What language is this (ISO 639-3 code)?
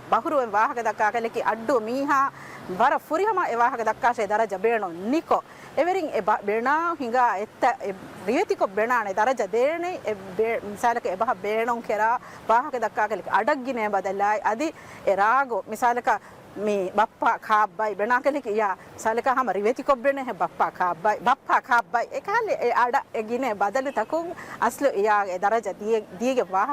div